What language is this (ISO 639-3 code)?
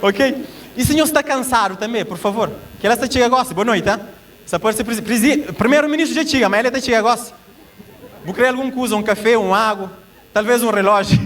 kea